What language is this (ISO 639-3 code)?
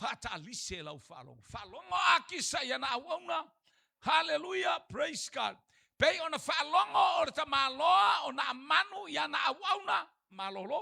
smo